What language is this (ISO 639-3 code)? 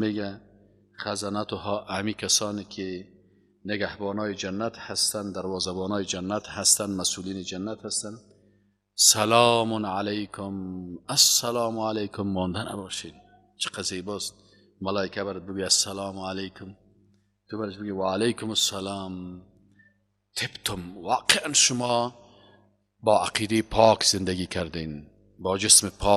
fas